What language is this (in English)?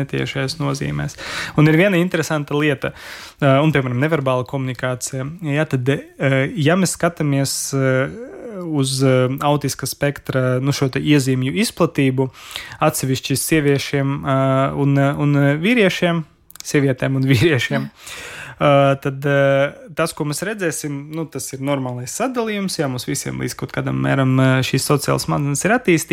Latvian